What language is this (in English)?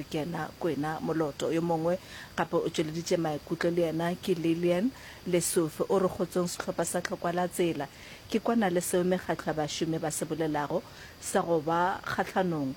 Northern Sotho